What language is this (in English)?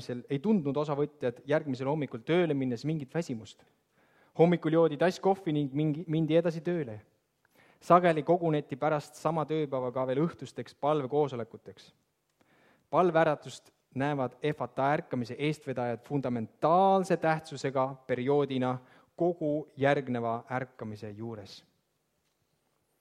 Estonian